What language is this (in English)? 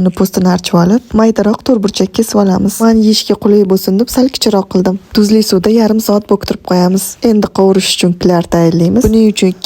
Uzbek